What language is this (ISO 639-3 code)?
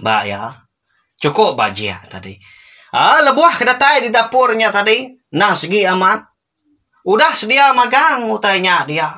iba